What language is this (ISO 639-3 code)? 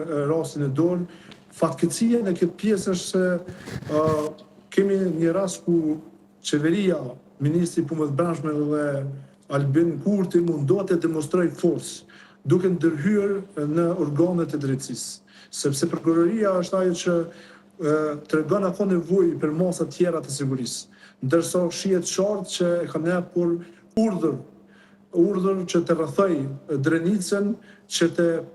sqi